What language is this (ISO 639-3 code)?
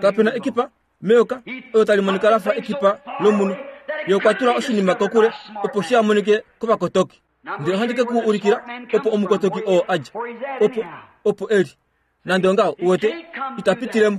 kua